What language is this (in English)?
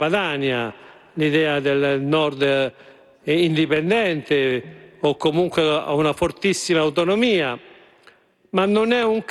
Italian